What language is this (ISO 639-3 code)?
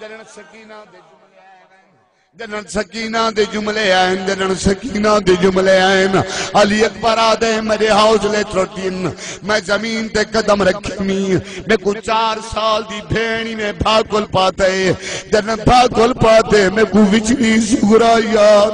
skr